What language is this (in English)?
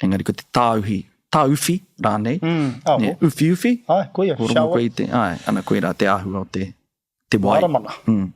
Māori